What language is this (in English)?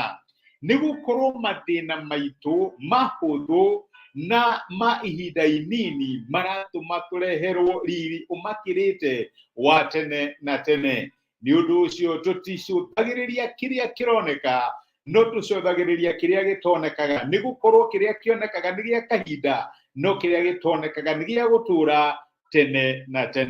Kikuyu